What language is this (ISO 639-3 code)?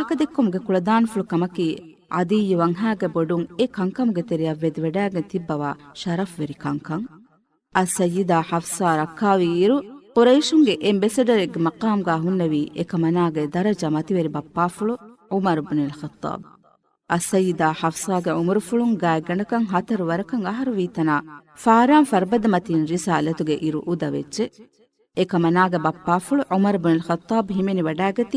div